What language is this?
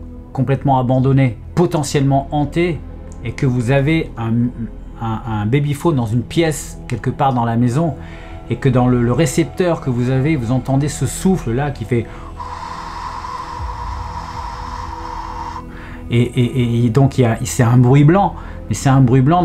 French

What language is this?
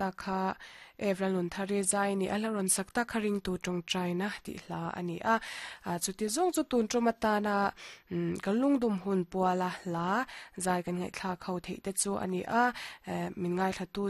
Mizo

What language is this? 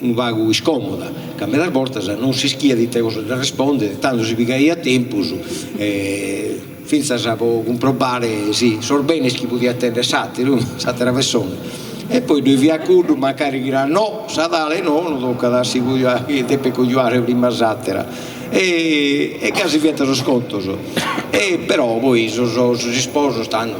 Sardinian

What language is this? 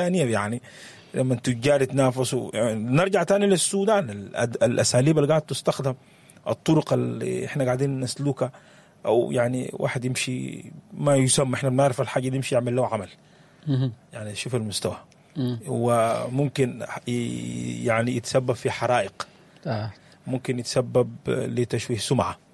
Sudanese Arabic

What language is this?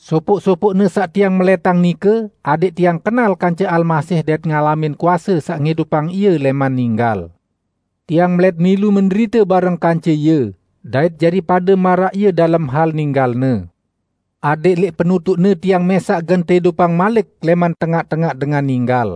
Sasak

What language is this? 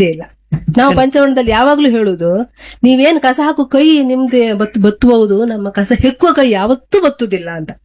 Kannada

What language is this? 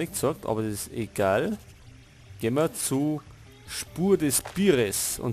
Bavarian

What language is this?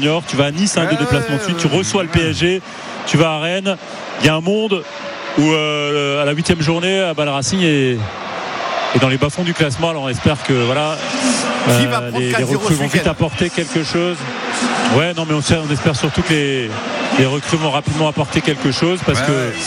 French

